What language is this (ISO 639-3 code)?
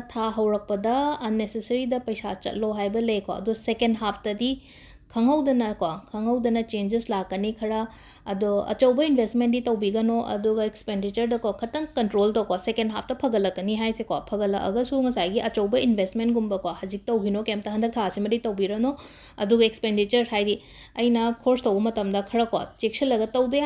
mni